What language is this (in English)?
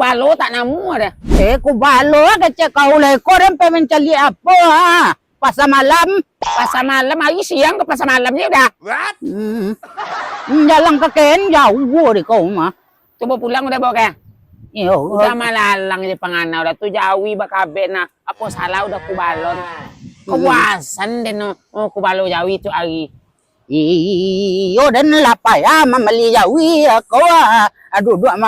Minangkabau